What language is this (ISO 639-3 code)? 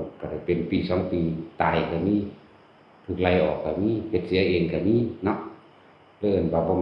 lao